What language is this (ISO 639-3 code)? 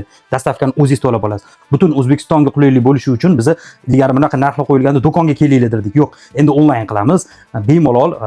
uzb